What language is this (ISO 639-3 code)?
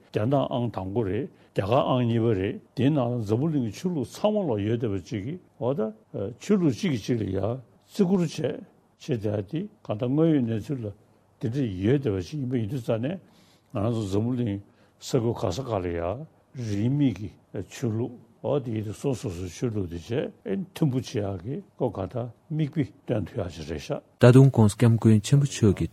bod